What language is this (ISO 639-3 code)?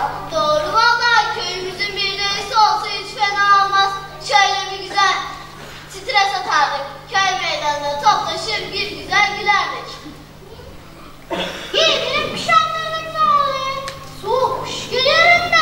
tur